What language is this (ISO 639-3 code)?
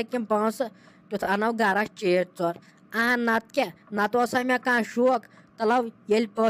kas